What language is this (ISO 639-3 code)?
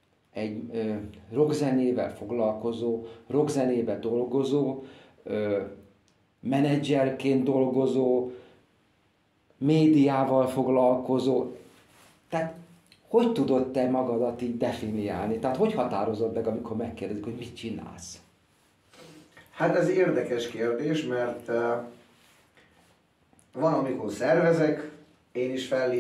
hun